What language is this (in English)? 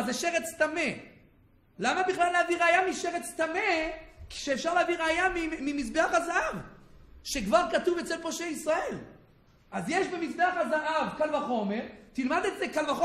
Hebrew